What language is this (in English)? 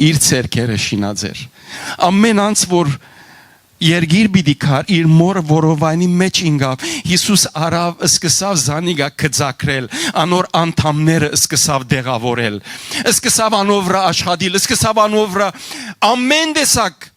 Western Armenian